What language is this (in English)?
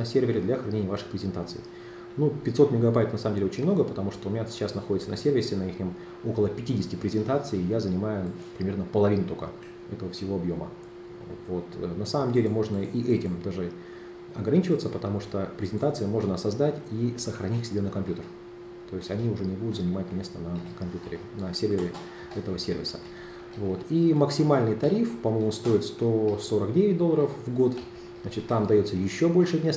Russian